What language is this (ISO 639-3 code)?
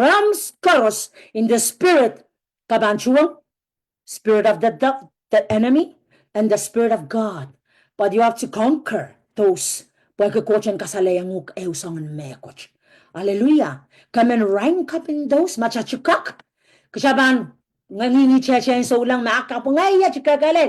pon